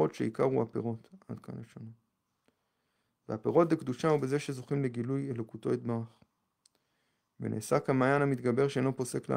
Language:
Hebrew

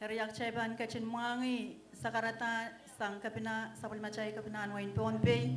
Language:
Pohnpeian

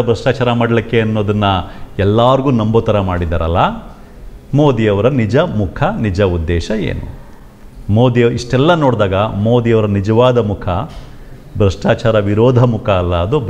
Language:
Kannada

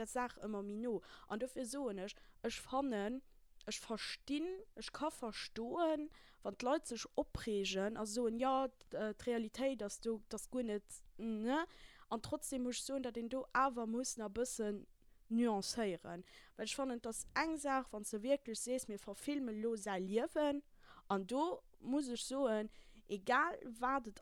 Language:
Luxembourgish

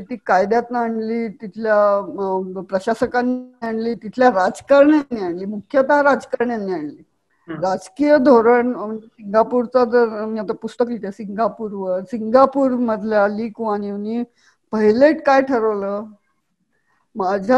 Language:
Marathi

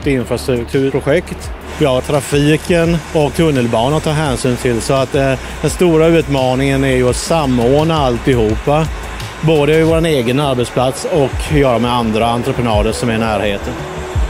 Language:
Swedish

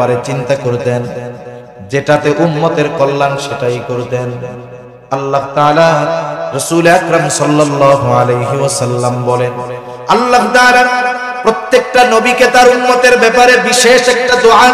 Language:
Bangla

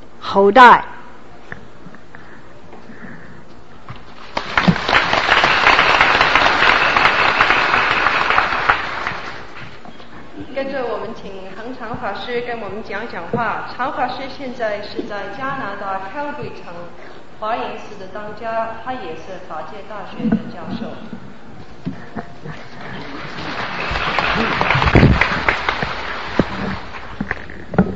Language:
Chinese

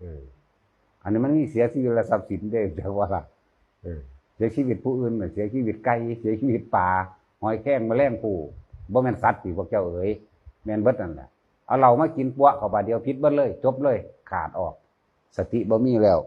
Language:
Northeastern Thai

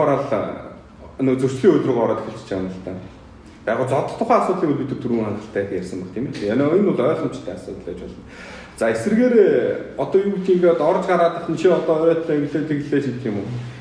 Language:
Mongolian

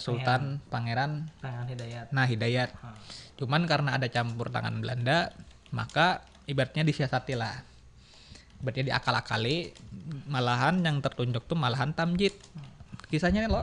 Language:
Banjar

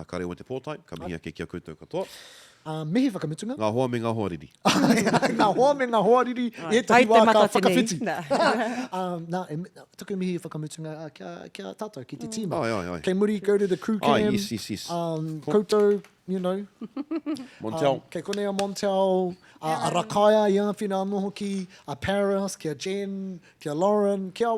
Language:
Māori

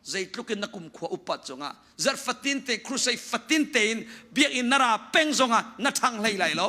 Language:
Hakha Chin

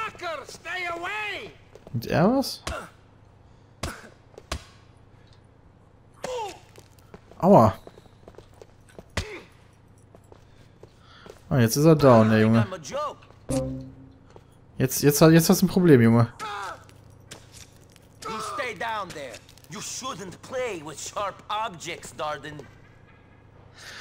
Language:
German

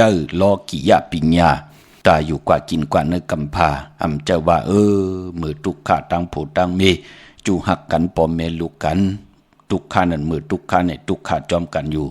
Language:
Shan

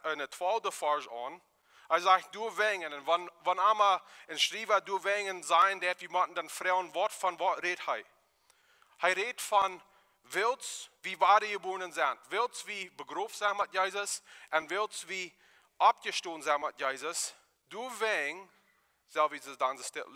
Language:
Plautdietsch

